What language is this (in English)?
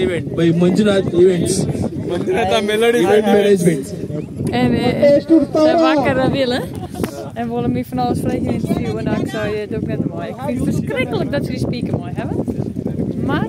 Western Frisian